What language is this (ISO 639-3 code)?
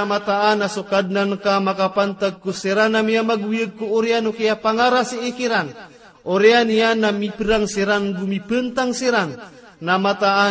mrw